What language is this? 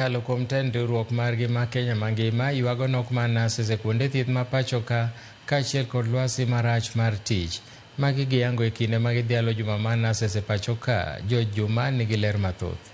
Luo (Kenya and Tanzania)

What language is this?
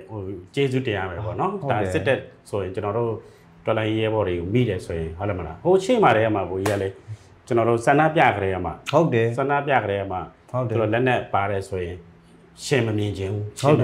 Burmese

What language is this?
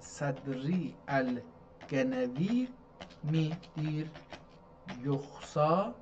South Azerbaijani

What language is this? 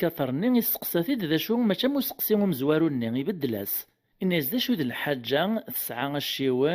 Kabyle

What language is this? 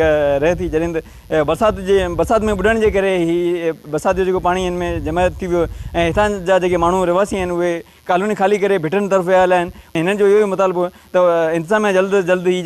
Sindhi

